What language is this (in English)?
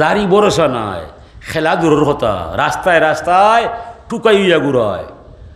Sylheti